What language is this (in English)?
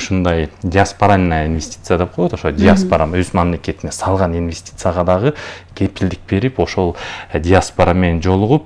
Kyrgyz